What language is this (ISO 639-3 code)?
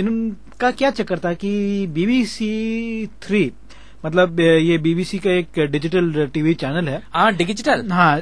hin